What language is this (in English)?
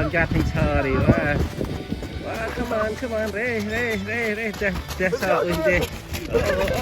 Central Mnong